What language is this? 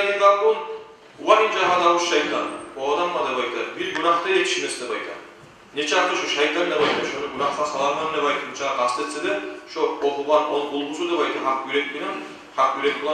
Kumyk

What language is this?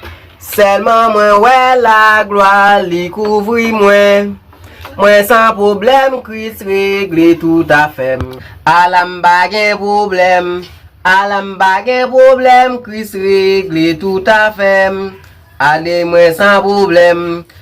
Haitian Creole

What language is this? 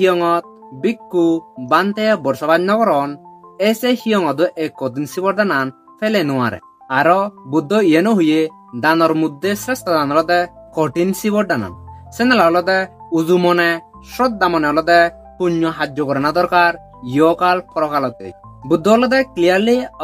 Chakma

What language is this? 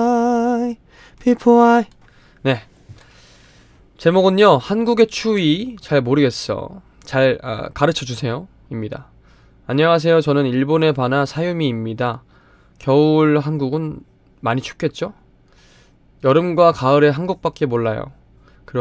Korean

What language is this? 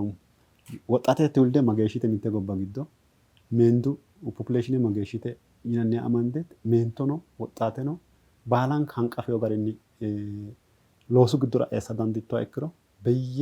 Sidamo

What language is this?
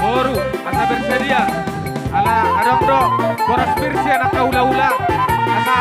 Batak Toba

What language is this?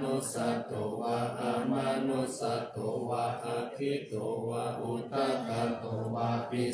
Pali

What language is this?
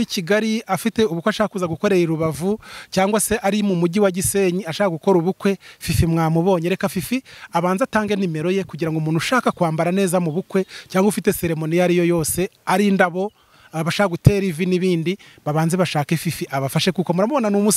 Kinyarwanda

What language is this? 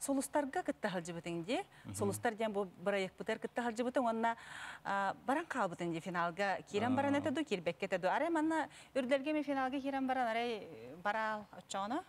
Yakut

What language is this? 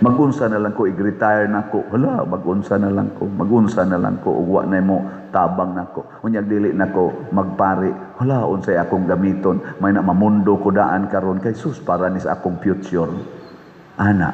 Cebuano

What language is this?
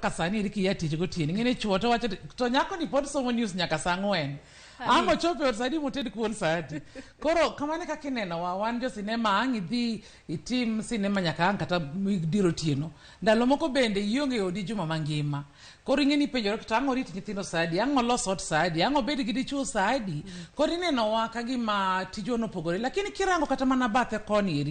Luo (Kenya and Tanzania)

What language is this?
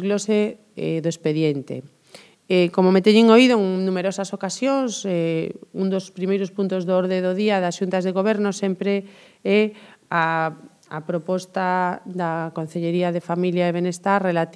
Galician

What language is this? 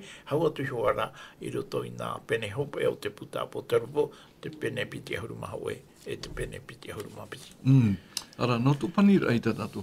Tahitian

